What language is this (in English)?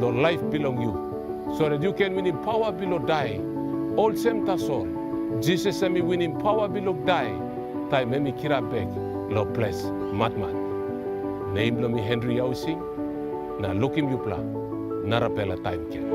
Tok Pisin